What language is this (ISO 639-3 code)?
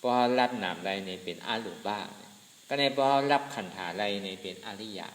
shn